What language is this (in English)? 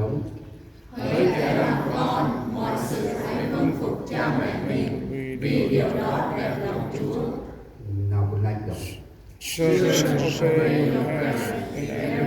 Central Mnong